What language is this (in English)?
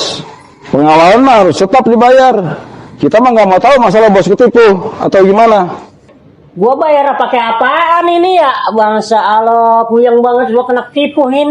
Betawi